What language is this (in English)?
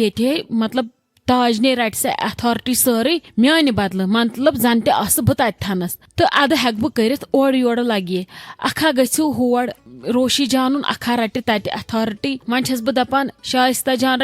Kashmiri